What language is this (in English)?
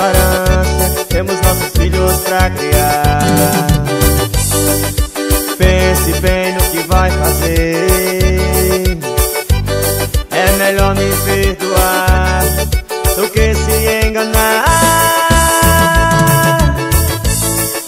Portuguese